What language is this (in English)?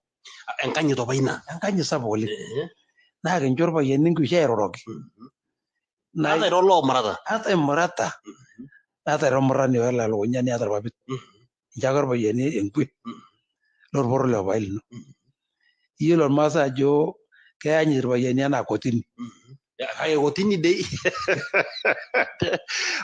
Masai